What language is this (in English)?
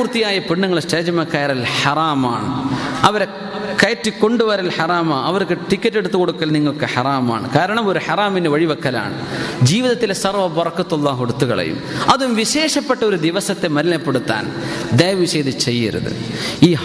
Malayalam